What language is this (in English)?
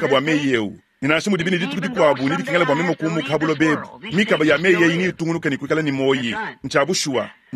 Luba-Lulua